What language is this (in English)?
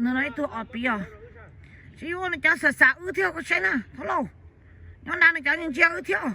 Hmong